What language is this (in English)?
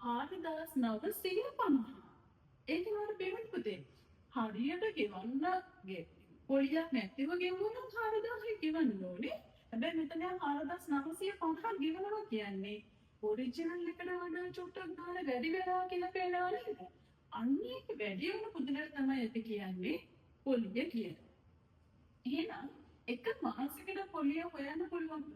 Sinhala